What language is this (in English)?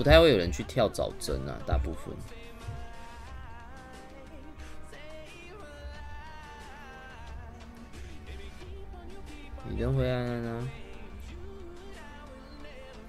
Chinese